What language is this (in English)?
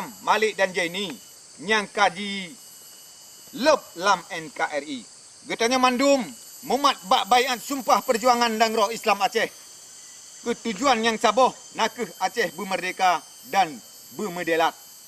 Achinese